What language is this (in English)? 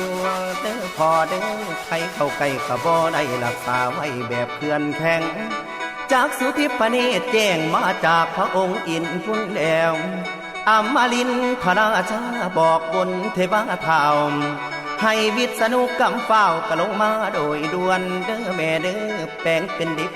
Northeastern Thai